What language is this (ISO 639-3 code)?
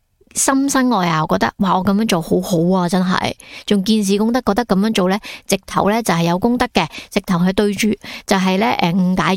yue